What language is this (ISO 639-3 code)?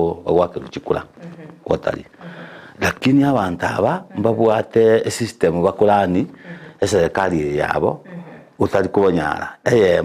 guz